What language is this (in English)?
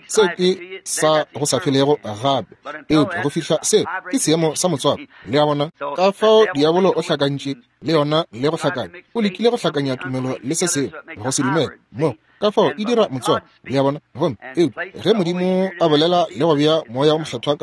Northern Sotho